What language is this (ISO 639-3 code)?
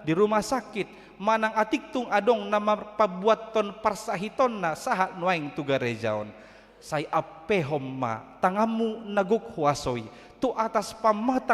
bbc